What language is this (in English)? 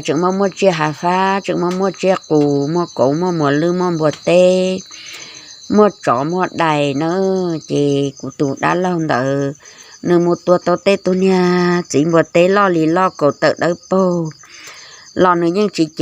Hmong